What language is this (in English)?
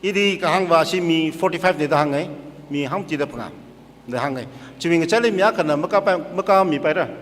Tangkhul Naga (India)